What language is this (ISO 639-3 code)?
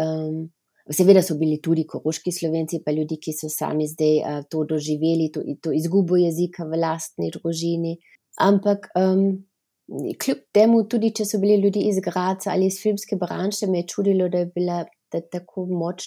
slv